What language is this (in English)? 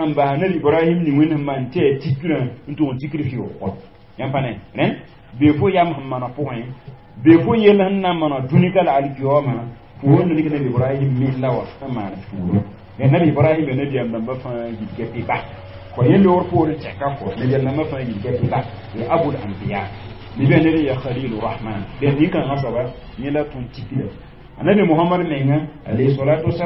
Mossi